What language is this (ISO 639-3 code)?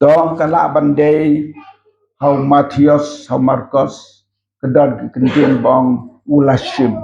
kha